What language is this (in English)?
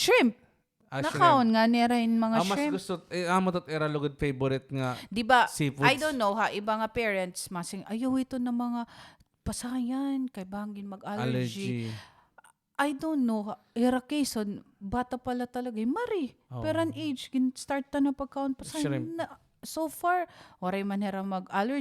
Waray